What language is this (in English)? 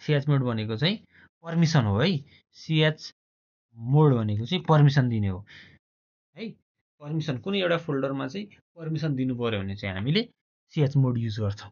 Nepali